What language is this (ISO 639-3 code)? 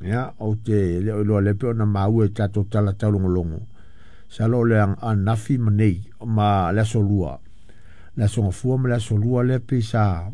smo